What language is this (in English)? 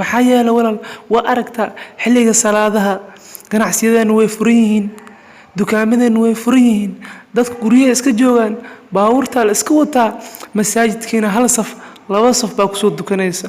Somali